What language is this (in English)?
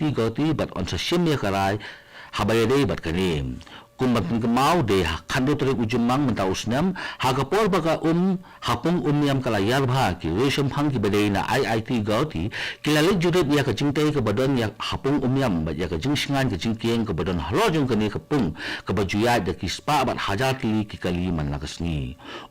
Khasi